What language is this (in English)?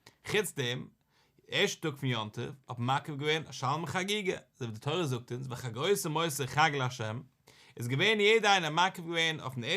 Yiddish